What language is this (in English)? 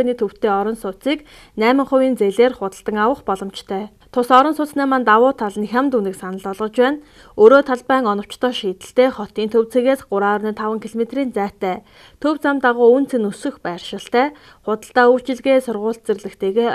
Mongolian